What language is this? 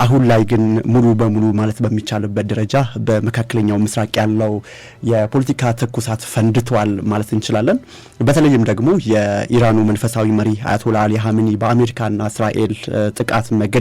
Amharic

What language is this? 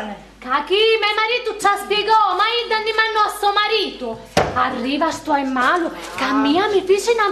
Sicilian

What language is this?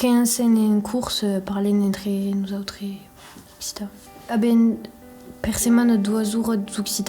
Occitan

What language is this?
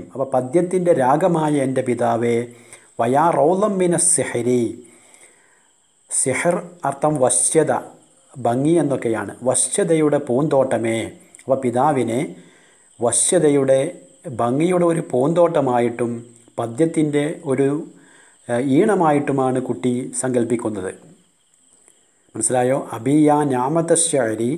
Malayalam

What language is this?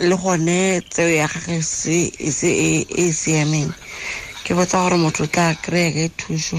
Tswana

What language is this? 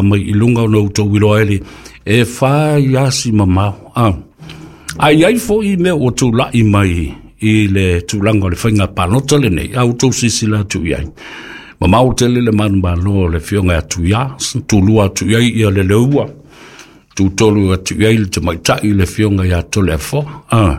Samoan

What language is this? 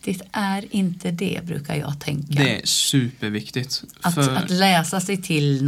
Swedish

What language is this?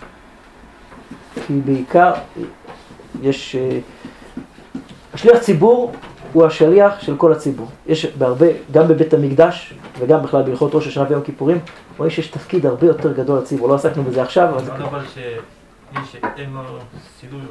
Hebrew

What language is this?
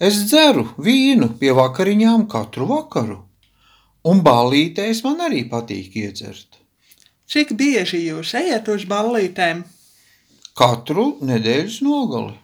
Latvian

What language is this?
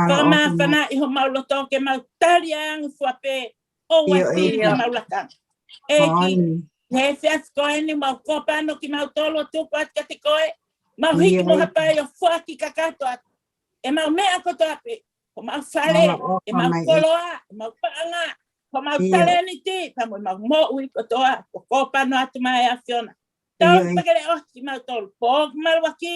Tongan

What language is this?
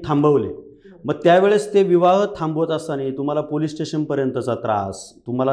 Marathi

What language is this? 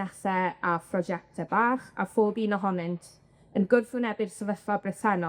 Welsh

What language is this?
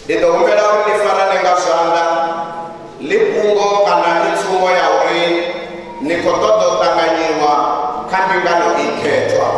Venda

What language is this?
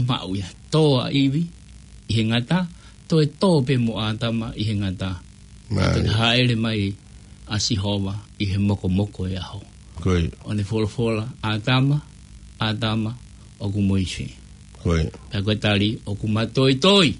Tongan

